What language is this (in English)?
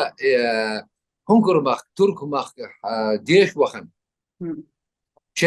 Chechen